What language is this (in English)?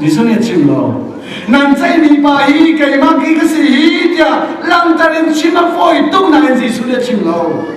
Hakha Chin